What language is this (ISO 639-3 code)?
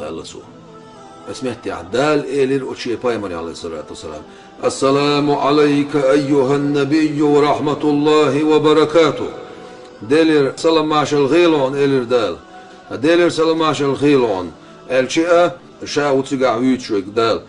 che